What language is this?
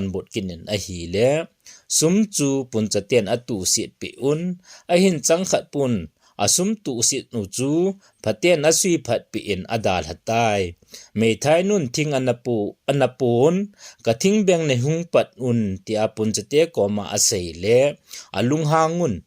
Thado Chin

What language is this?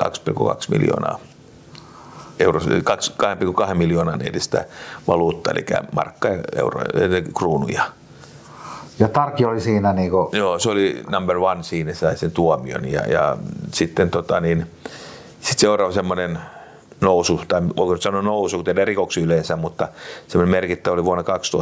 Finnish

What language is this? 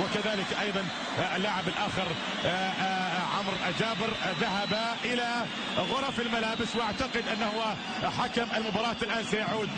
Egyptian Arabic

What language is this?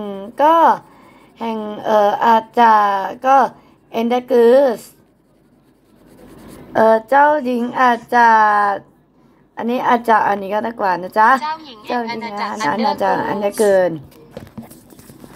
Thai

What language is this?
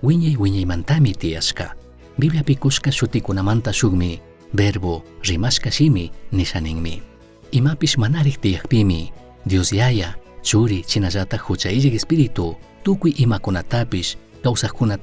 Chimborazo Highland Quichua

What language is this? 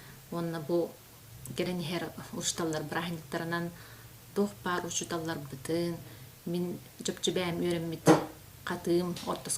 Yakut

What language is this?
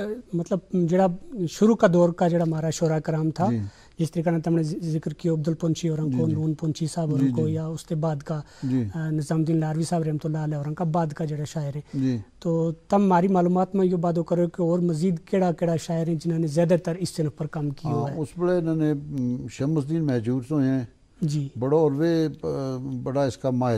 Gujari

